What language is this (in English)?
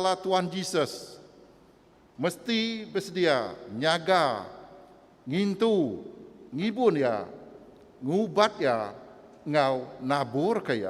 Iban